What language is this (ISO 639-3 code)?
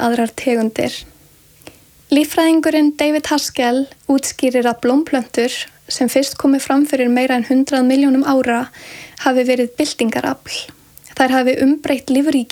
isl